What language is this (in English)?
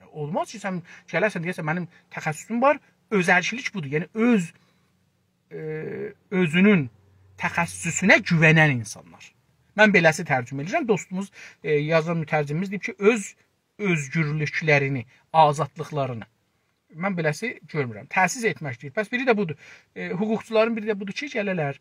South Azerbaijani